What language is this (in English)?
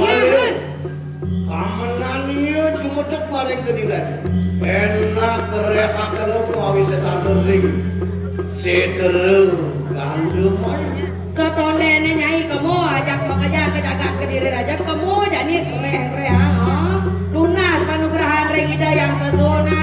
Balinese